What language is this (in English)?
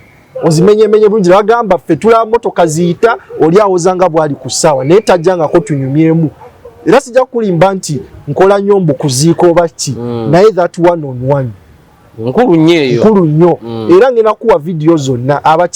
Ganda